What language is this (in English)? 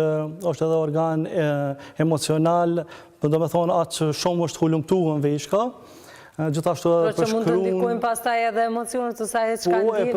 Albanian